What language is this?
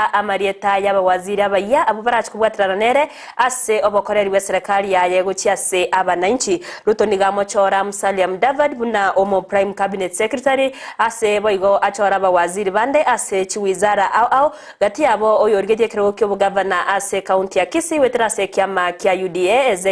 Gusii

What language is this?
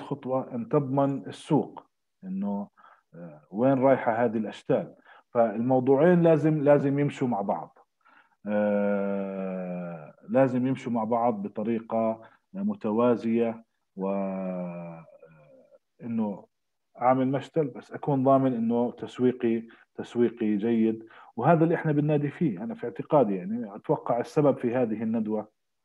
South Levantine Arabic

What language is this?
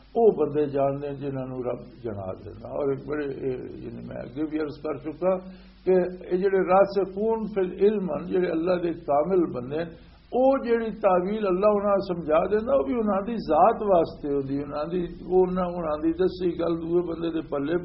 Western Panjabi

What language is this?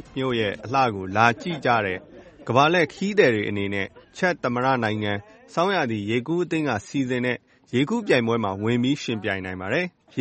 Burmese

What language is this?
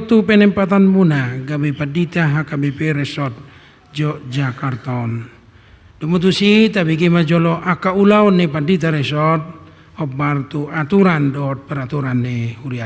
Batak Toba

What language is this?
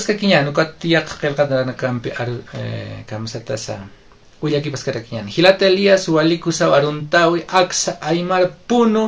Aymara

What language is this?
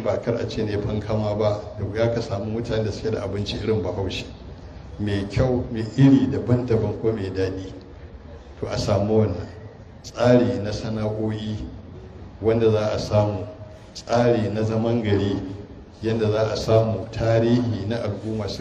Hausa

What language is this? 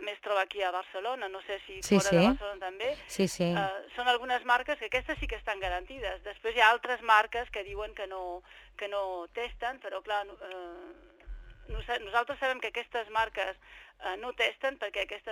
Catalan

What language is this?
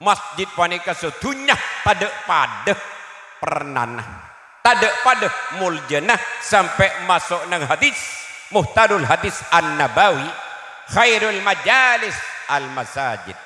Madurese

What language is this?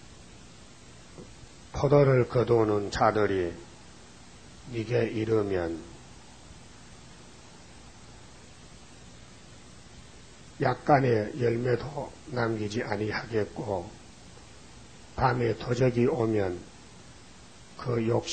Korean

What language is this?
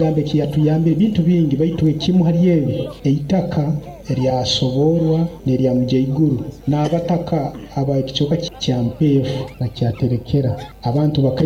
Nyoro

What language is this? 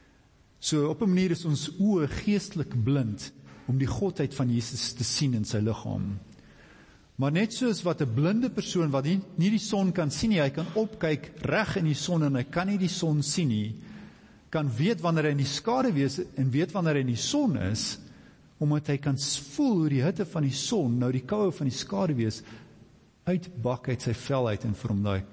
Afrikaans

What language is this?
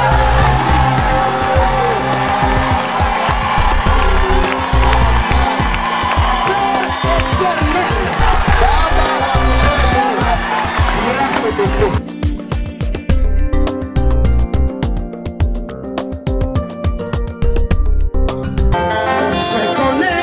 Swahili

